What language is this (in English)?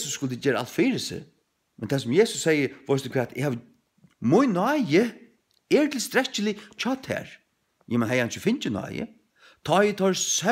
Faroese